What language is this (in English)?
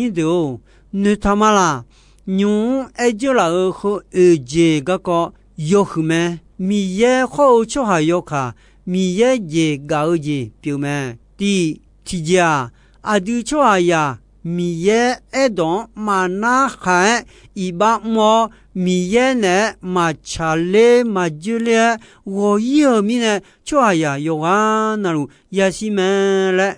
Akha